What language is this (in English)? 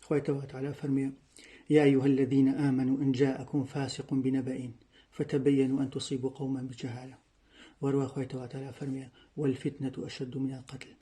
Central Kurdish